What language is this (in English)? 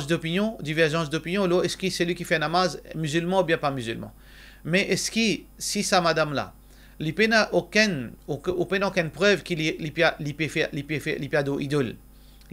Morisyen